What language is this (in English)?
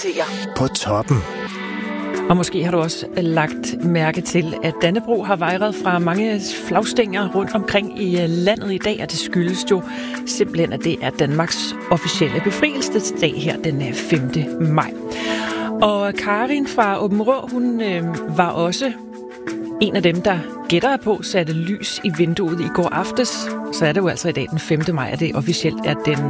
Danish